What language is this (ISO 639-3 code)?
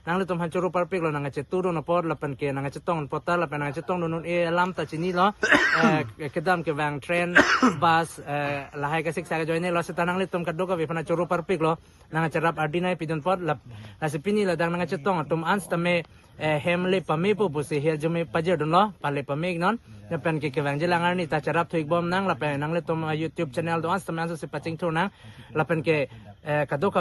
mjw